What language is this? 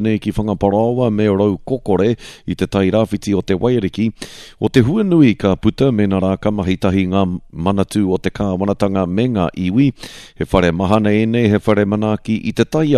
Māori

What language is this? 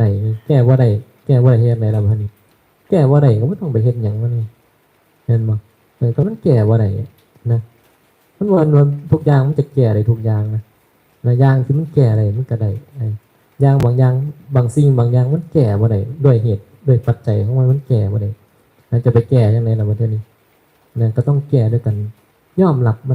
Northeastern Thai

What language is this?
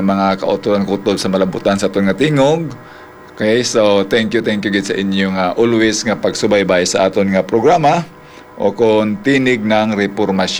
Hiligaynon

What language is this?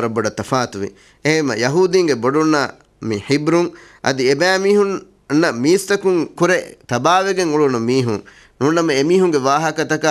Divehi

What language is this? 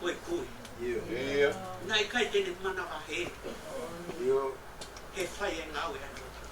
Tongan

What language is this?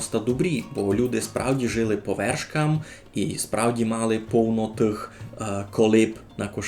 Rusyn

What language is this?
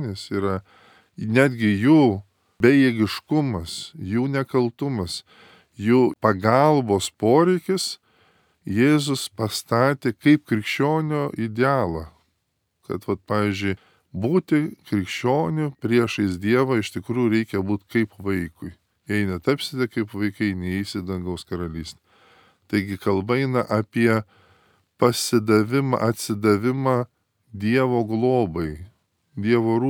Lithuanian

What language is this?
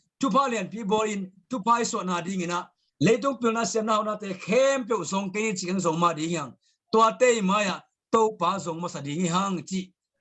Tedim Chin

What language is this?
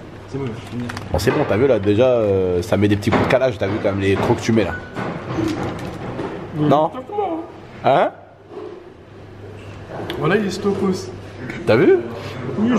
French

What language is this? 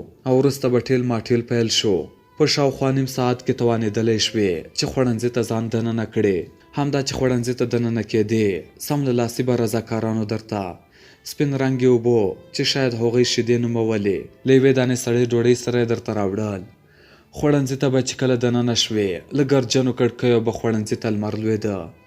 Pashto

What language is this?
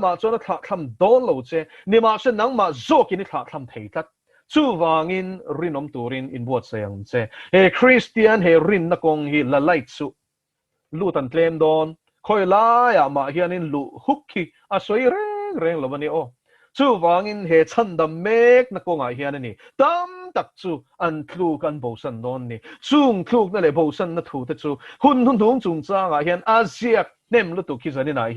Mizo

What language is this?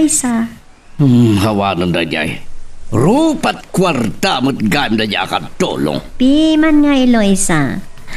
Iloko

